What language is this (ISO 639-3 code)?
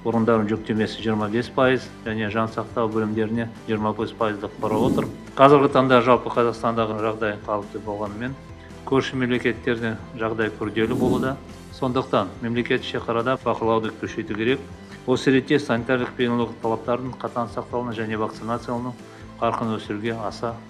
kaz